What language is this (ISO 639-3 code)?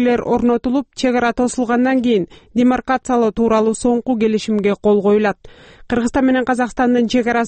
kir